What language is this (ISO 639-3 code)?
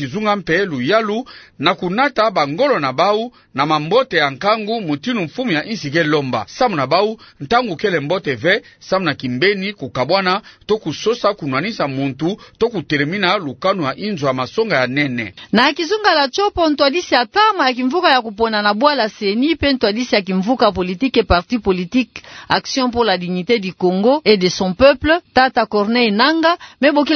ktu